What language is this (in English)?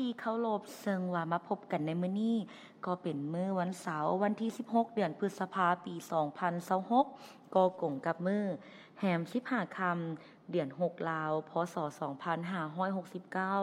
Lao